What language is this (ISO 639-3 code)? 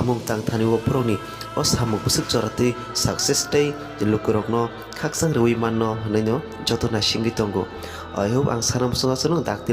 trp